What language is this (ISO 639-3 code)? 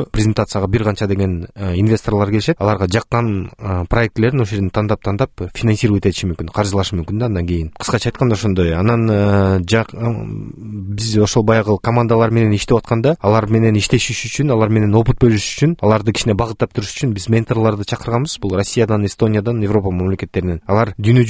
kir